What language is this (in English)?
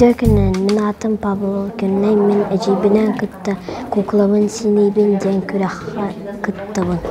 Yakut